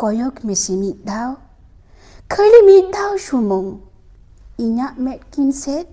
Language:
Santali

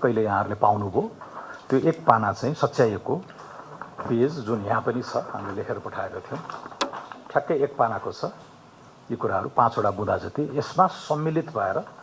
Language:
Nepali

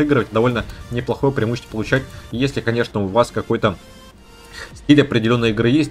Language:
Russian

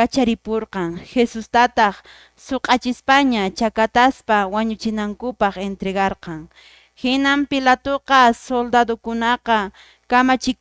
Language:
Quechua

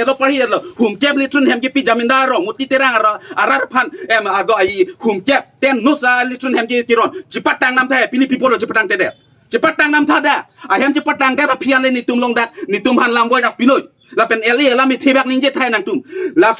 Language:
Karbi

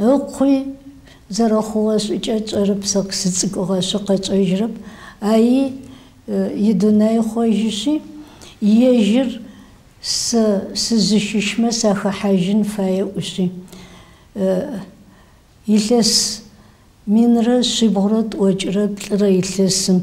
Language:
Kabardian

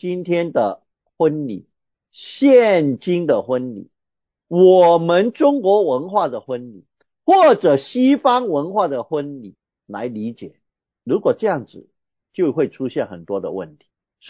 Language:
Chinese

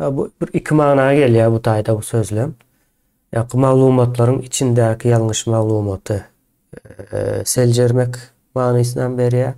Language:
Turkmen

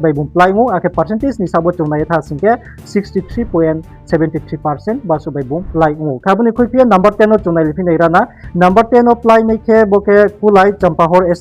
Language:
Riang (India)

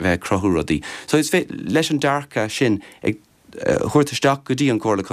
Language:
Irish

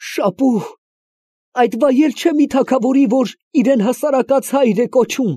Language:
Armenian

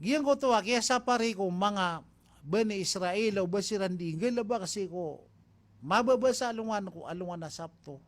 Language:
Maranao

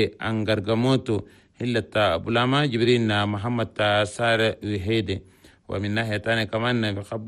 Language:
Chadian Arabic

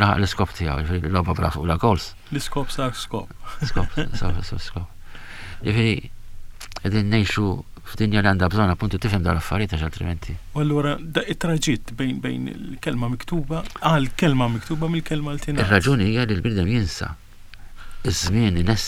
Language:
Maltese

